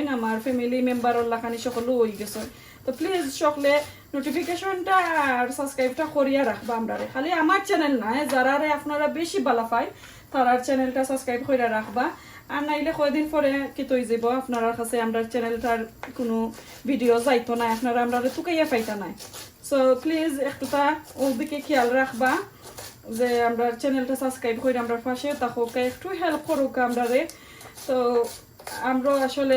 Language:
Sylheti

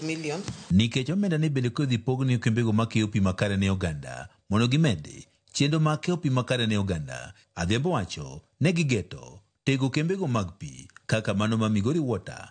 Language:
Luo (Kenya and Tanzania)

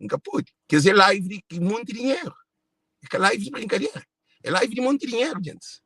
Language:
Kabuverdianu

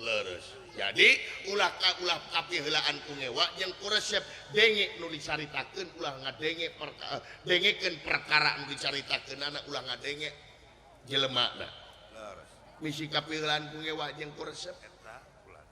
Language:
Sundanese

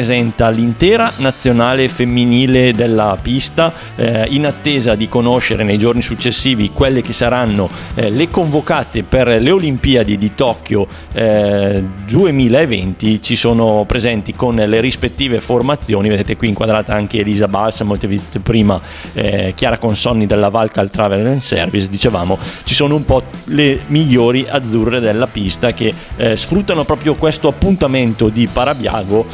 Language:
Italian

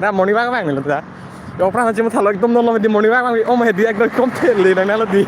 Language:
Karbi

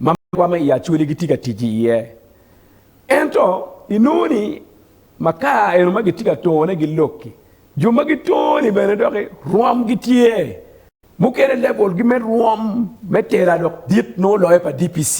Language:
Acoli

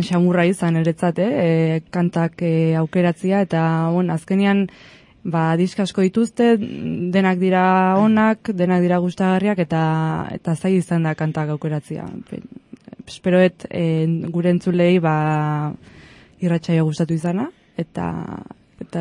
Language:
Basque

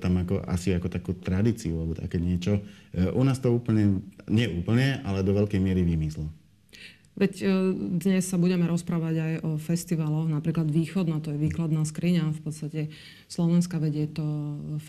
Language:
Slovak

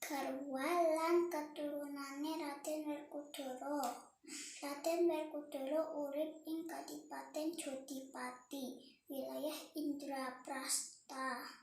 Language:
Javanese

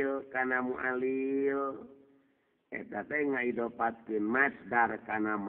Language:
Sundanese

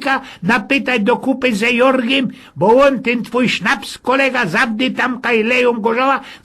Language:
Silesian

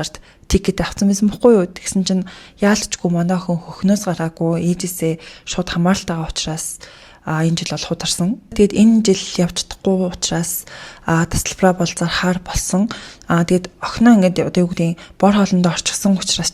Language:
Mongolian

